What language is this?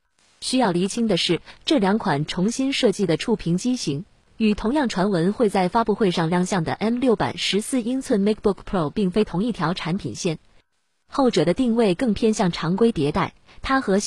Chinese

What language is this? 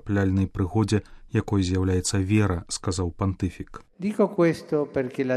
Belarusian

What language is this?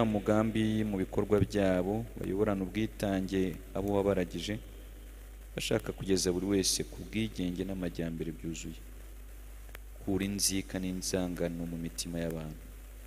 Kinyarwanda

